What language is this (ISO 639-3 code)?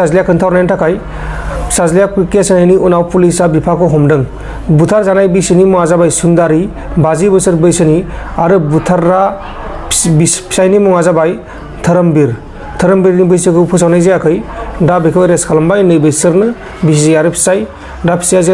brx